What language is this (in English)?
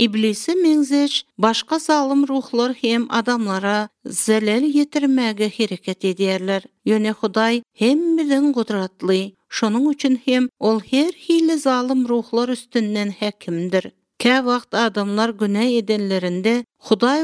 Turkmen